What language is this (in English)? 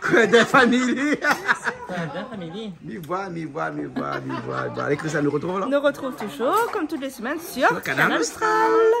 Réunion Creole French